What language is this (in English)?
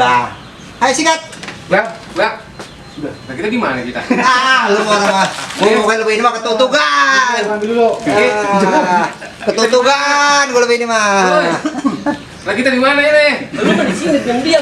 Betawi